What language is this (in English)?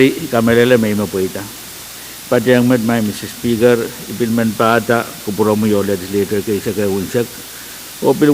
Pohnpeian